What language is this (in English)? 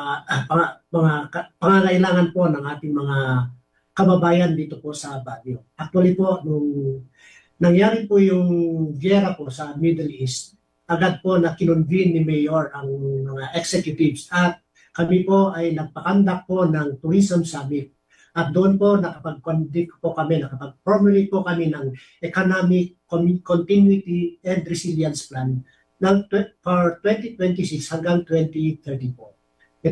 Filipino